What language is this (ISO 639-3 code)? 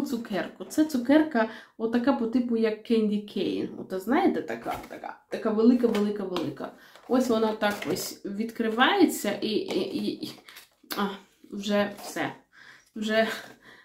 ukr